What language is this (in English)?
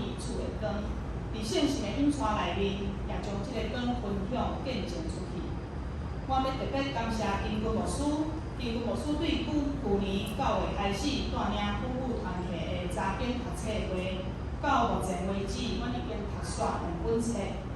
Min Nan Chinese